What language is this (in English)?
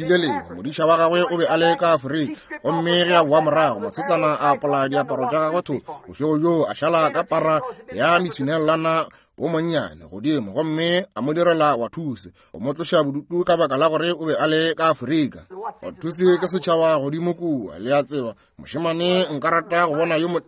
Northern Sotho